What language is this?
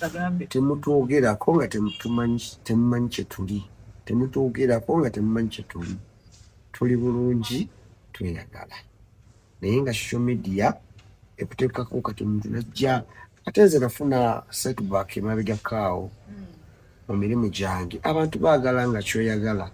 Ganda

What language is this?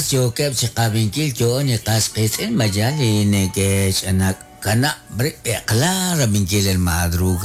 Kekchí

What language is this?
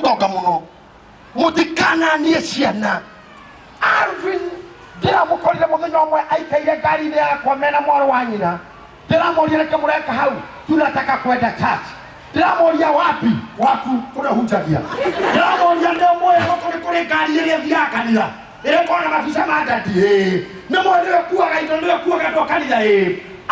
Kikuyu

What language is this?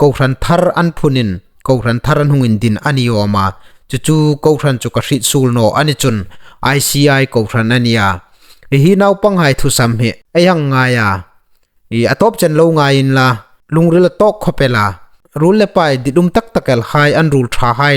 Hmar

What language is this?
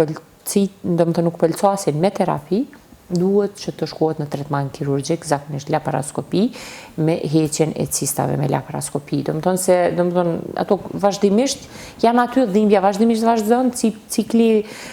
Albanian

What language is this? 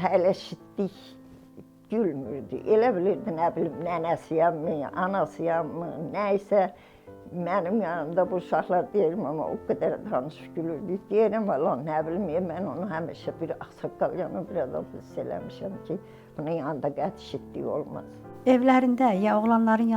Azerbaijani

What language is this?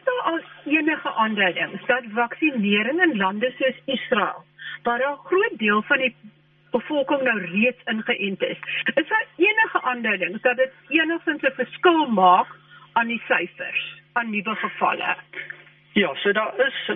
Afrikaans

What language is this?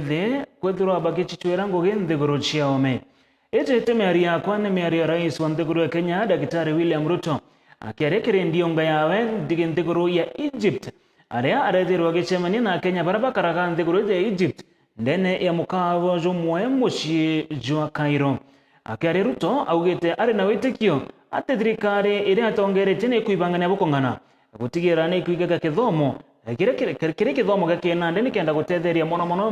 Meru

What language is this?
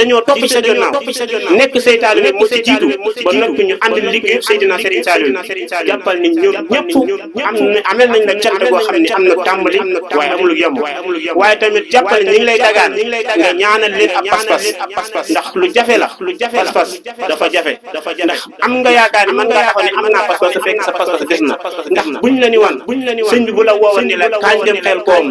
Wolof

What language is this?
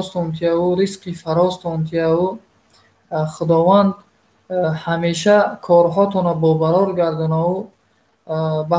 Tajik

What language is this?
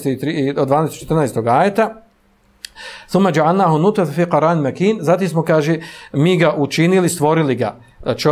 Bosnian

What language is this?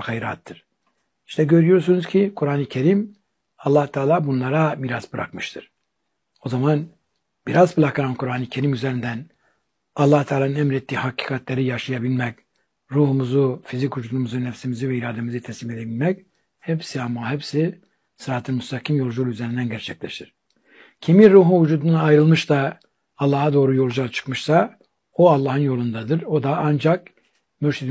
Turkish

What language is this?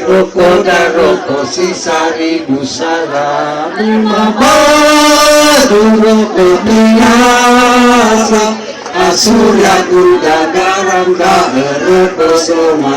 Nias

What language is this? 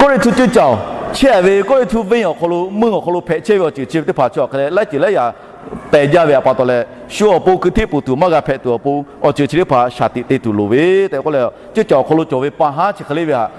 Lahu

